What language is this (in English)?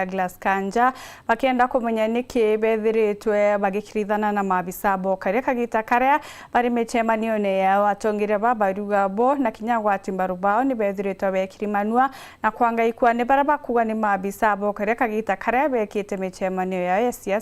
Meru